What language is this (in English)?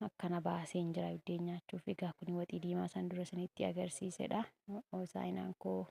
Oromo